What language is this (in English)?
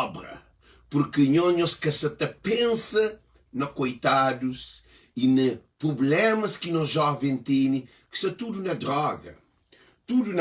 Kabuverdianu